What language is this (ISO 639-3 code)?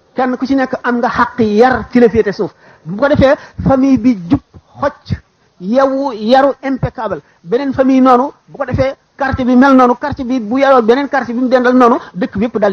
wol